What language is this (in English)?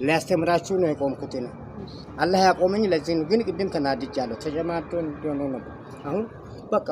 Amharic